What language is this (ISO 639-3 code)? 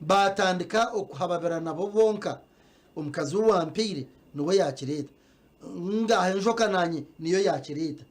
nyn